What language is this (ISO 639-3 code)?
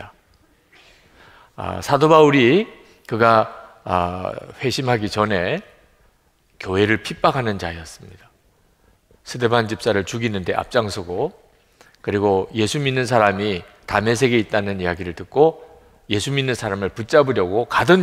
kor